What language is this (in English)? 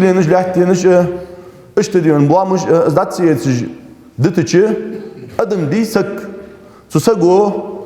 Ingush